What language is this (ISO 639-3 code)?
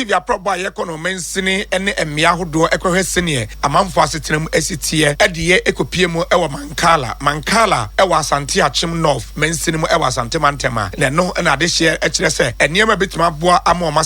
aka